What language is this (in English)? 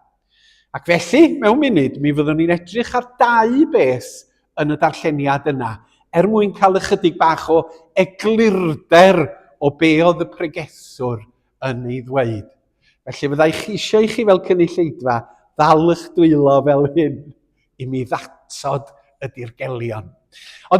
Welsh